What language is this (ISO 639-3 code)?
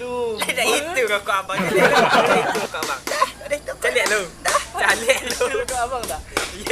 min